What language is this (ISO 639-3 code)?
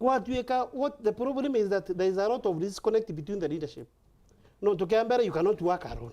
mer